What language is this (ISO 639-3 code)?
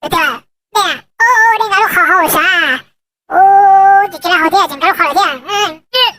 hmn